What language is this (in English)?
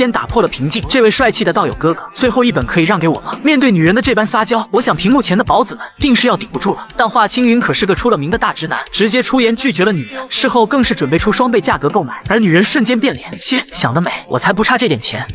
Chinese